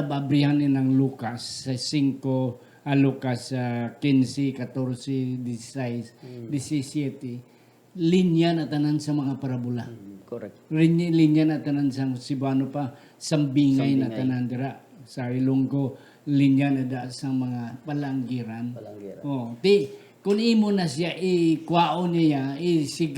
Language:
Hiligaynon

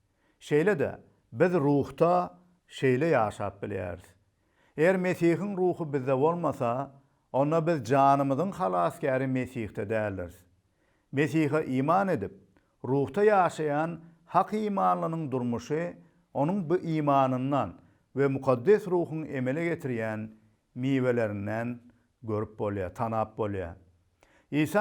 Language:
Turkmen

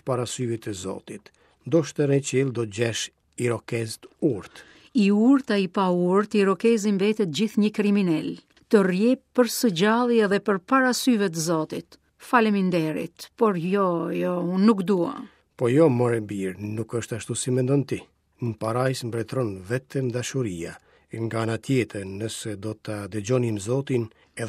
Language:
Albanian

